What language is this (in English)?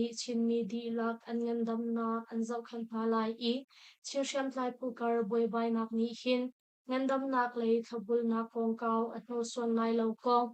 Hakha Chin